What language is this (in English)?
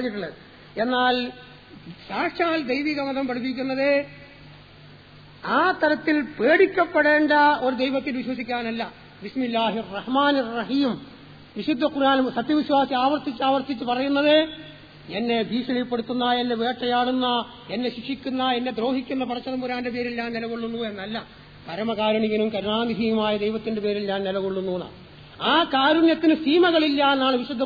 Malayalam